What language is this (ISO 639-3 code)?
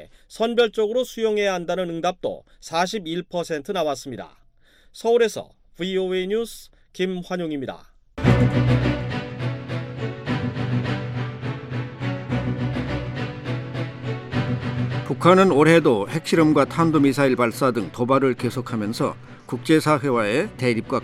kor